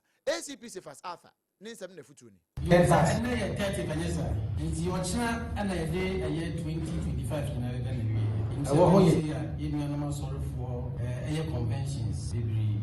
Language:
Akan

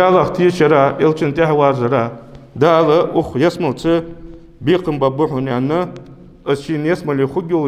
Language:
Ingush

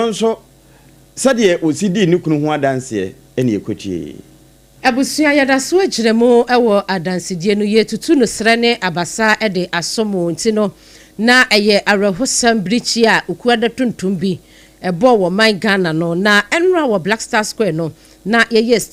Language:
Akan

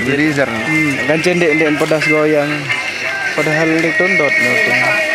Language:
Sasak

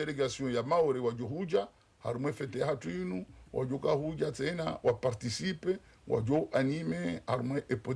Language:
Ngazidja Comorian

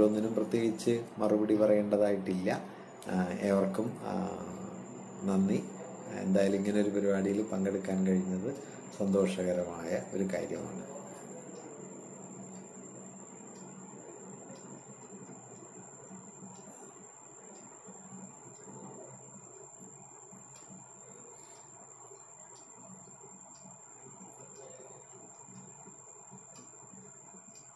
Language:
Malayalam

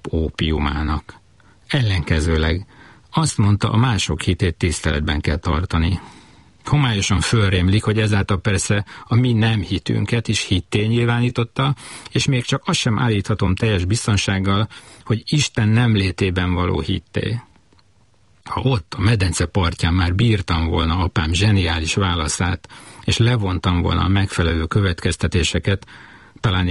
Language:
Hungarian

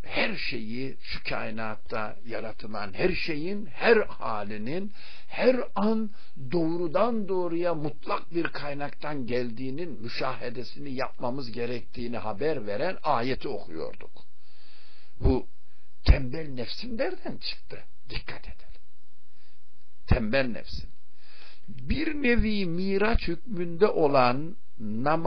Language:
Turkish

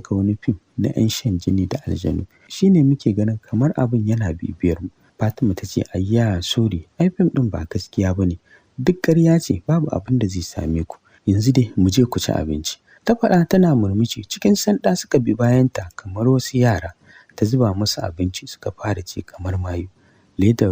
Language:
Hausa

